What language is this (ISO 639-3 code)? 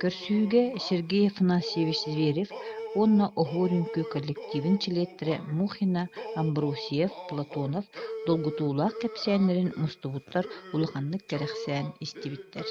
sah